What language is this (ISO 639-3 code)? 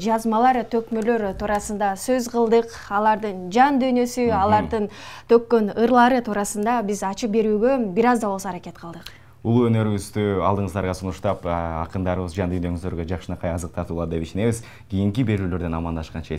kir